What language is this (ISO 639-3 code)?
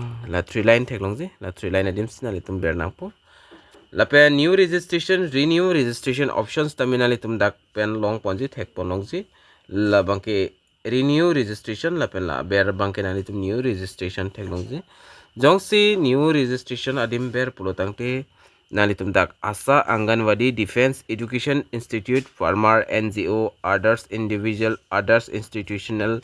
mjw